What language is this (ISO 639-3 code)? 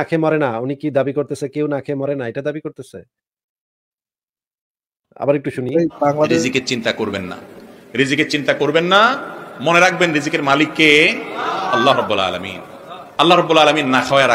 ben